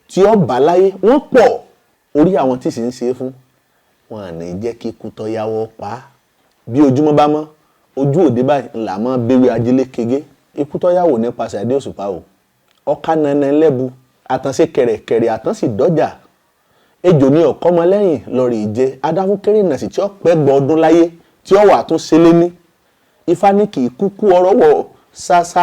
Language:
Yoruba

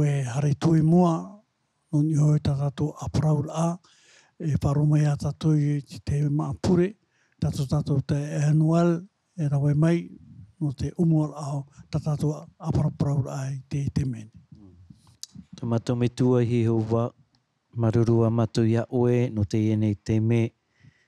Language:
Tahitian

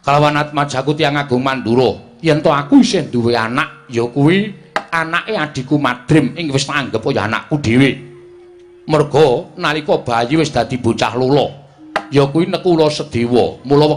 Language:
Javanese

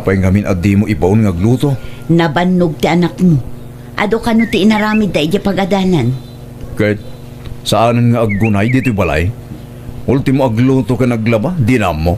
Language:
Iloko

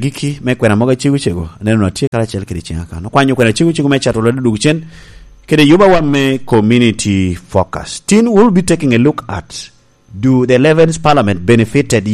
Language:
Lango (Uganda)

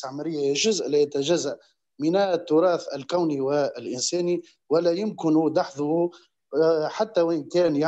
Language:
Egyptian Arabic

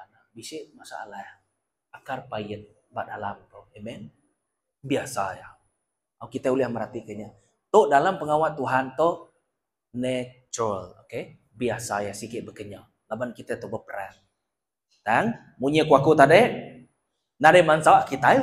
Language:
Iban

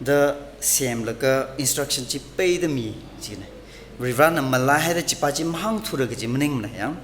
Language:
Tangkhul Naga (India)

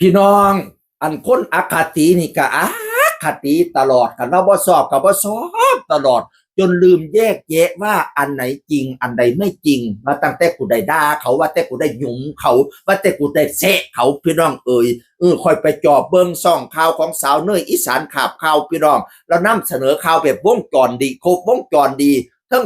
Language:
Northeastern Thai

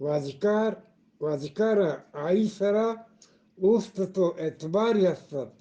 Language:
Eastern Balochi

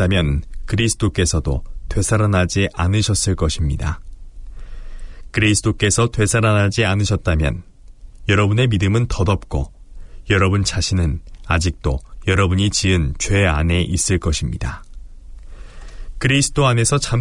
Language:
Korean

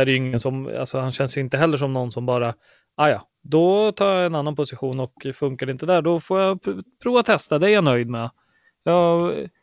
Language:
Swedish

